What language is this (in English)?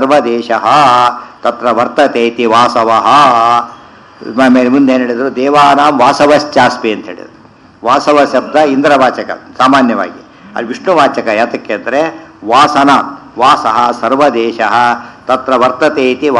Kannada